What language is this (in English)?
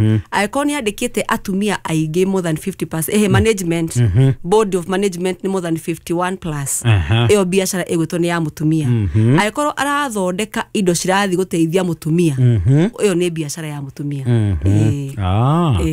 Kikuyu